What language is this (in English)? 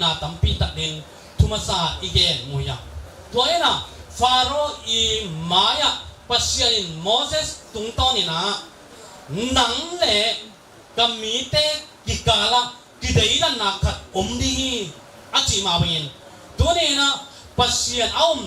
Tedim Chin